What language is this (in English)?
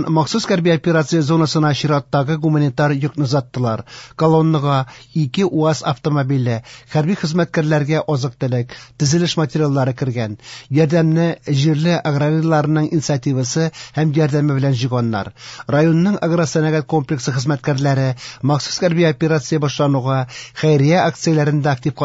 Tatar